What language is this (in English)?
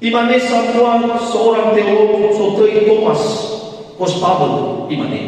Nias